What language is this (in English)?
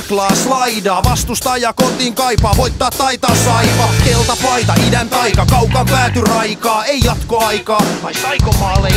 Finnish